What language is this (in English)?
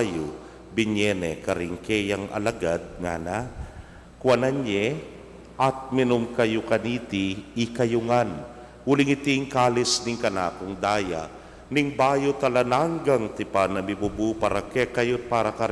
Pampanga